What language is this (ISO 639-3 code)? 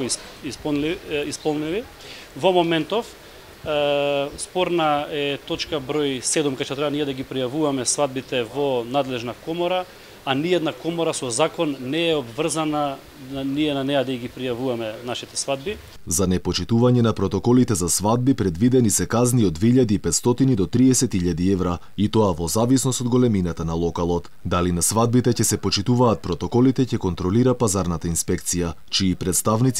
mkd